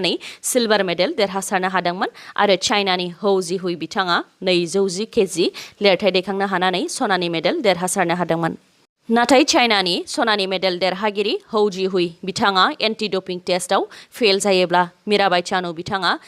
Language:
Bodo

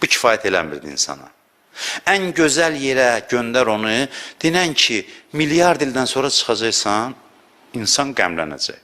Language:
Azerbaijani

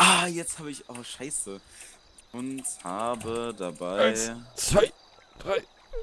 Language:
Swiss German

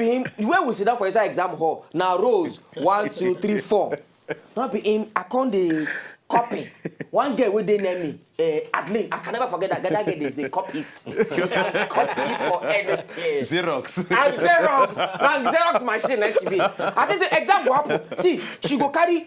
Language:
Nigerian Pidgin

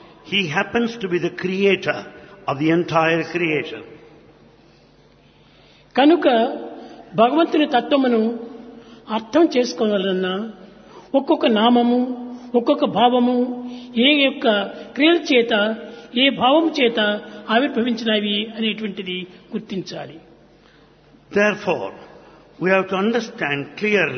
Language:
Telugu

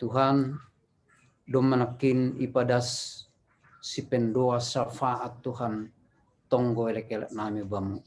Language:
Batak Simalungun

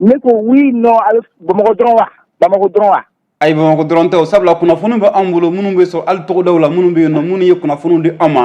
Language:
Bambara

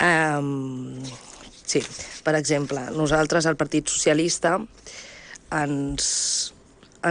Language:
Catalan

